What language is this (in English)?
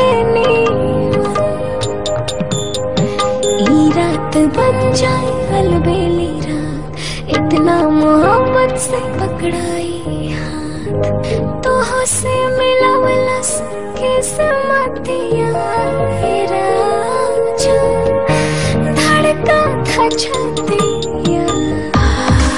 Bhojpuri